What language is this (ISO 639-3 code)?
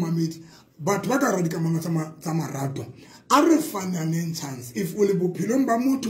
sot